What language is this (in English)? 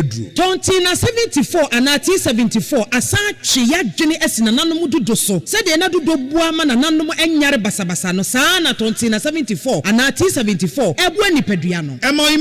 Akan